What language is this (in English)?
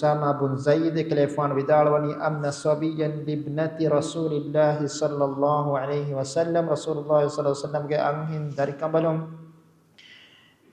Divehi